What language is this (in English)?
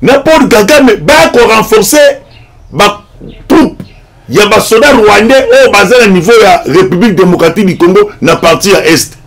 Lingala